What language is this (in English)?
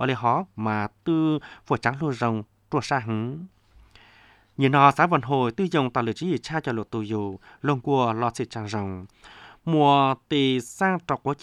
Vietnamese